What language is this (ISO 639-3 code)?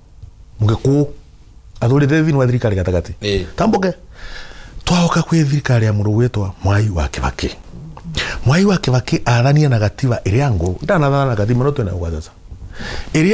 kik